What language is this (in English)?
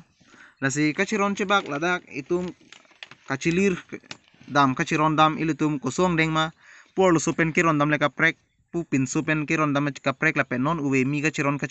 Karbi